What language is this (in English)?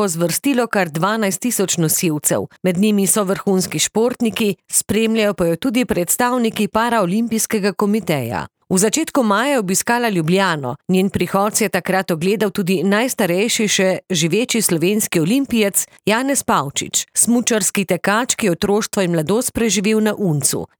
Slovenian